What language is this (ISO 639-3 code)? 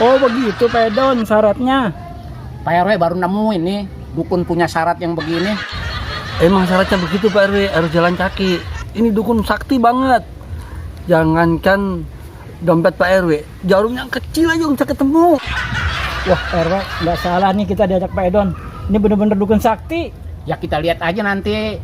bew